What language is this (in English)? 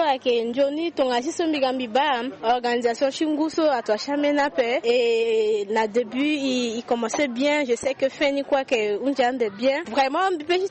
Sango